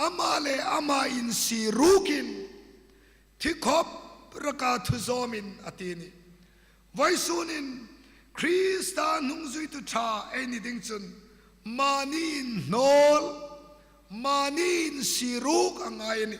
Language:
Hmar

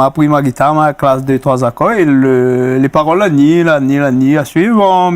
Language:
Réunion Creole French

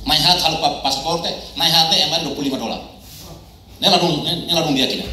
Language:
Tetum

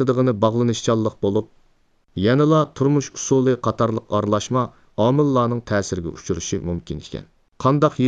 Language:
Uyghur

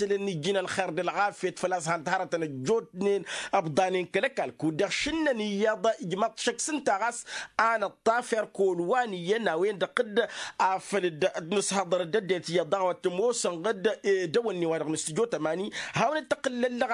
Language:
Tamasheq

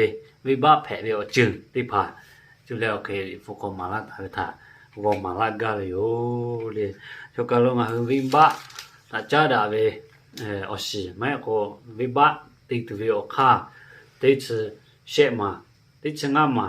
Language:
Lahu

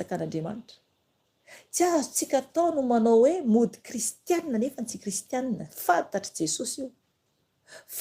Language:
Malagasy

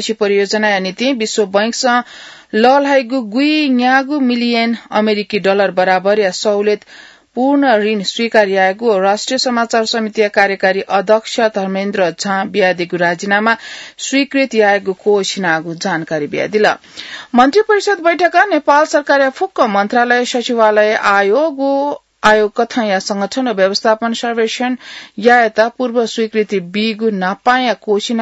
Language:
Newari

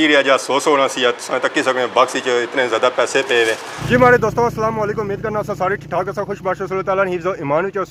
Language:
Pahari-Potwari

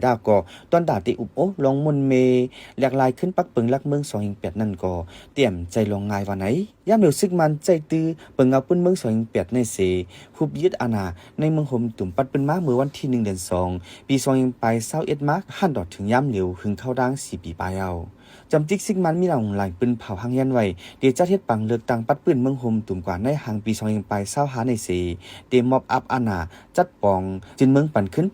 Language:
Shan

